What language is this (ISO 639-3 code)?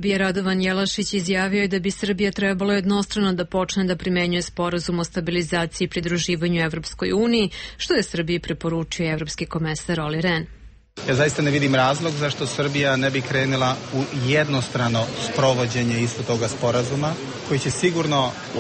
srp